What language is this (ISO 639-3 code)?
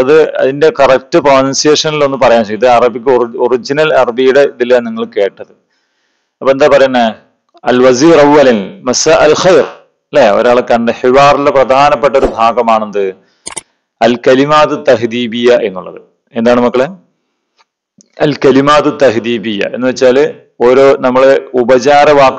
mal